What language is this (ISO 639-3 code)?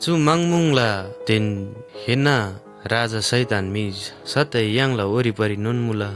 taj